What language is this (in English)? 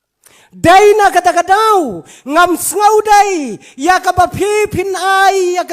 Khasi